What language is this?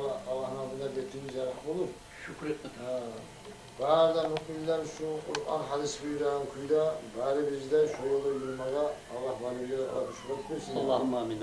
Kumyk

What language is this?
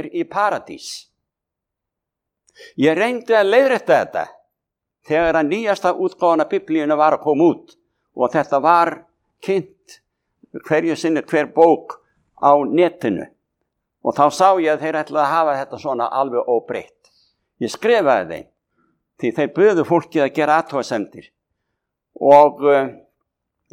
Icelandic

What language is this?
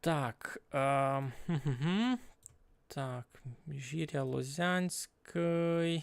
Rusyn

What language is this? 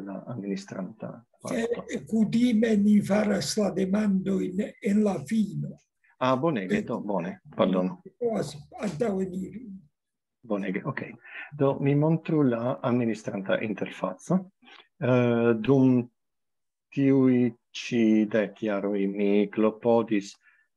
Esperanto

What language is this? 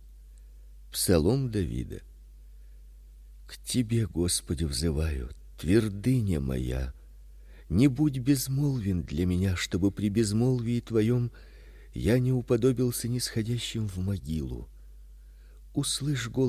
Russian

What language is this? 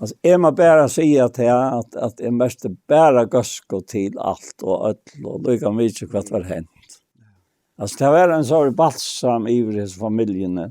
Faroese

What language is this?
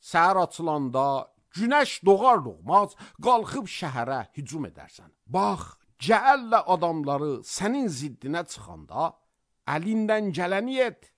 Azerbaijani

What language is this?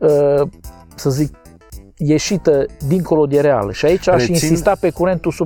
Romanian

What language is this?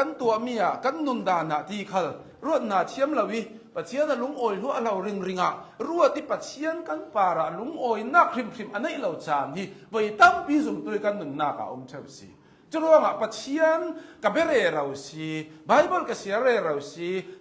Hakha Chin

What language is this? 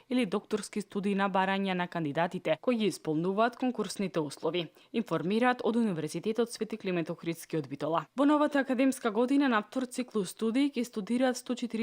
Macedonian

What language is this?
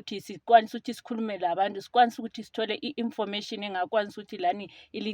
Shona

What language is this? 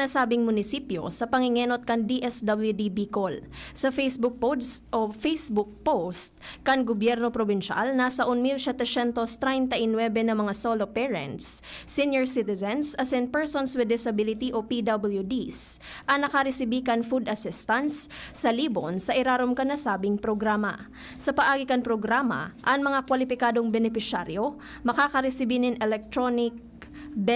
Bikol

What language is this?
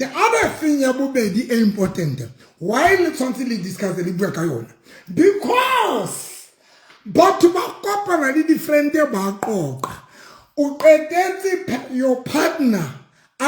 Southern Sotho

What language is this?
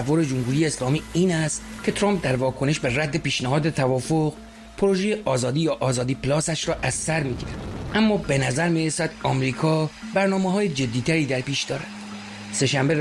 Persian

